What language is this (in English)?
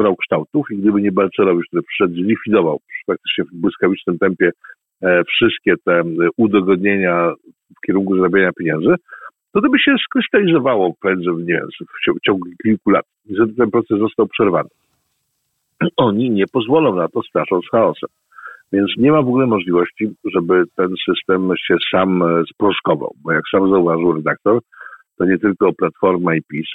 Polish